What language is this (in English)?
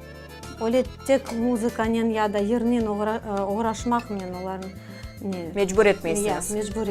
Crimean Tatar